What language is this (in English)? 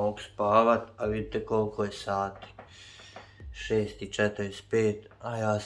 Croatian